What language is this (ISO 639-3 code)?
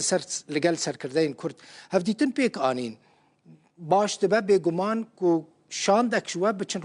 kur